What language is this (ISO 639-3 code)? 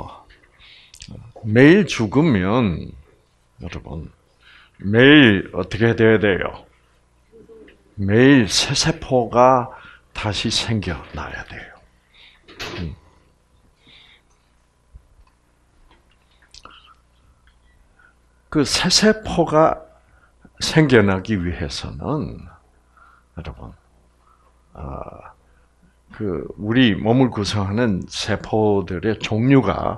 kor